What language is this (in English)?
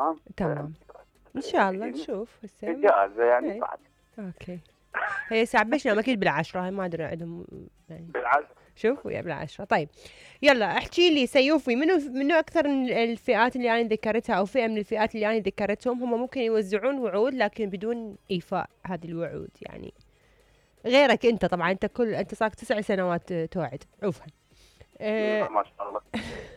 Mesopotamian Arabic